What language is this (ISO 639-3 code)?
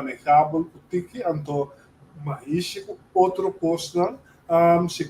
pap